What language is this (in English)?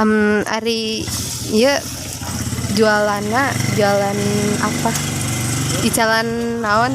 Sundanese